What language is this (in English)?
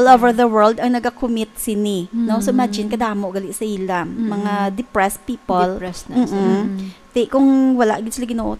Hiligaynon